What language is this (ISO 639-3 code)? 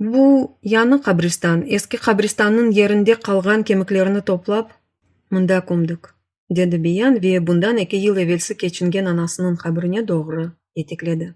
crh